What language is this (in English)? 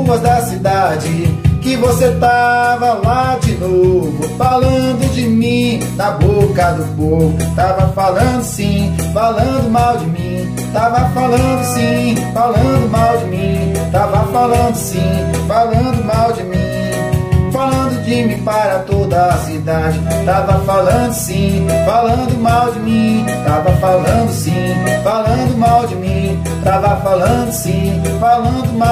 Portuguese